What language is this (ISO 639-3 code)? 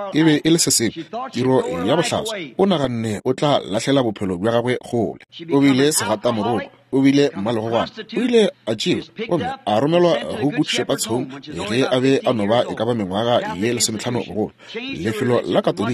nso